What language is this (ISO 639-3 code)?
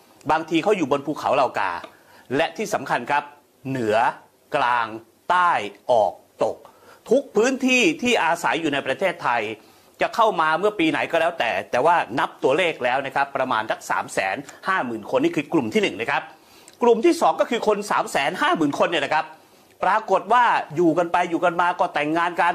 tha